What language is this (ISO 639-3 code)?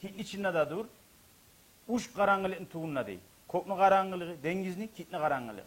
kum